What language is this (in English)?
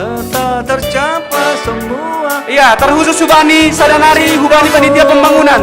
Batak Simalungun